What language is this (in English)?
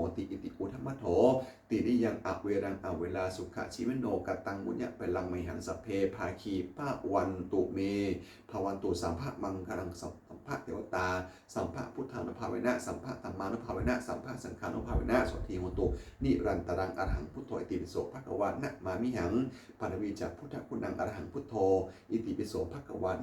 Pali